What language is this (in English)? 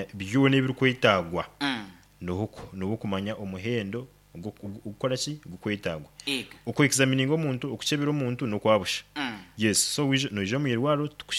Nyankole